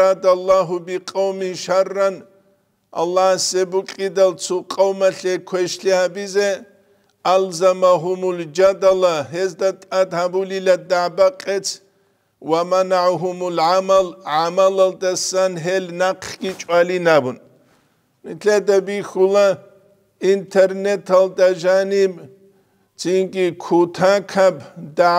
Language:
Avaric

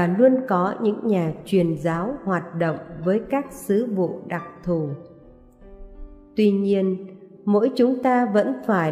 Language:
Vietnamese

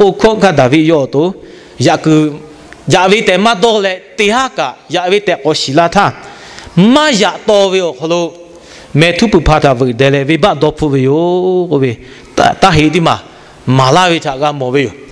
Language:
Lahu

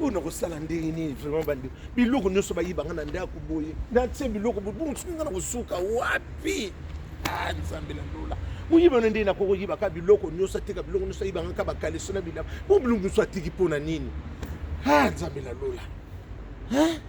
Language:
Lingala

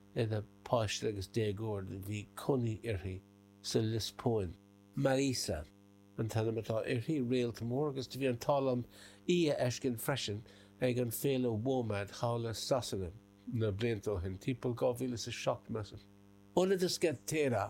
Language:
Irish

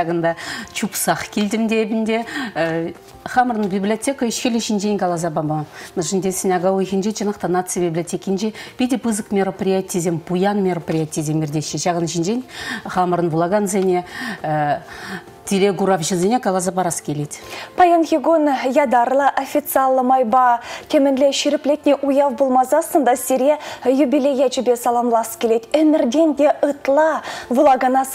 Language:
Chuvash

